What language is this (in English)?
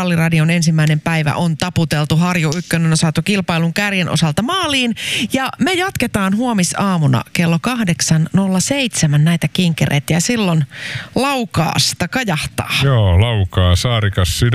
Finnish